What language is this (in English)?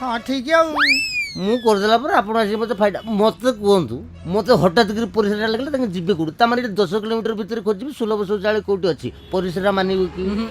Odia